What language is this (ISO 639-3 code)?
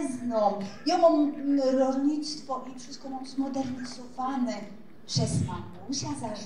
szl